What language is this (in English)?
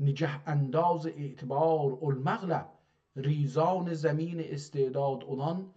South Azerbaijani